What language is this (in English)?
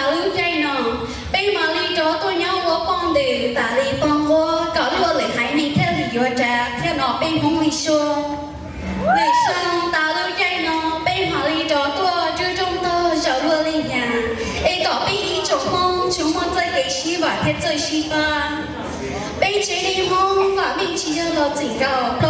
Hmong